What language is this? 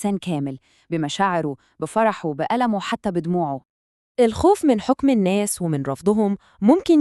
Egyptian Arabic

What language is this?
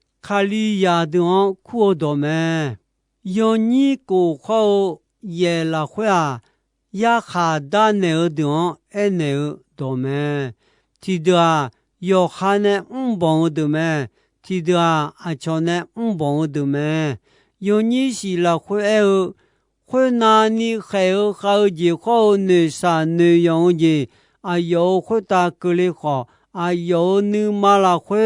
Akha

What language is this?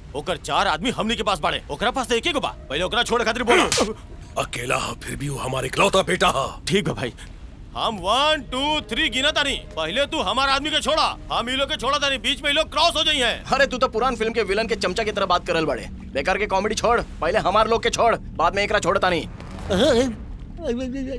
Bhojpuri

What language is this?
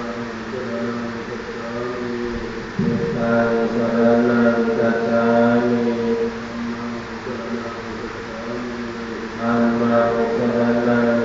Pali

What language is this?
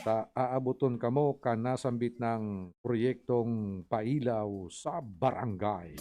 Bikol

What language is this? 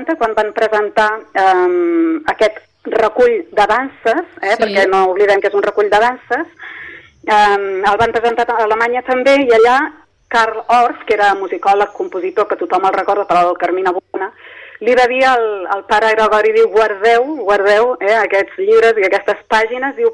Catalan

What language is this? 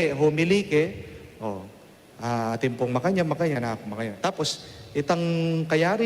Pampanga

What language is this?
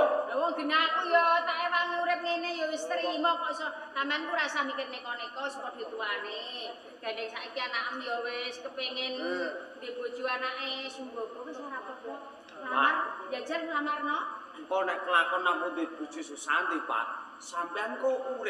Javanese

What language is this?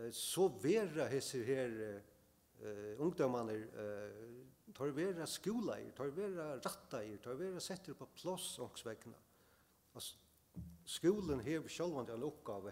Faroese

